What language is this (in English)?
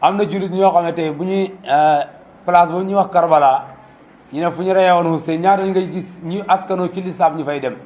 Wolof